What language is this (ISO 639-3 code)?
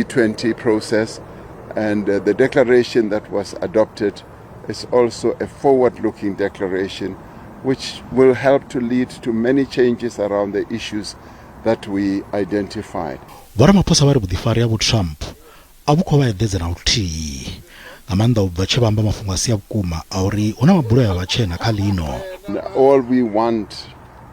ven